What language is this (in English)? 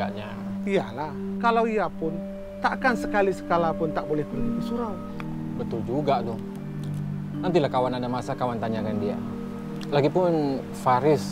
Malay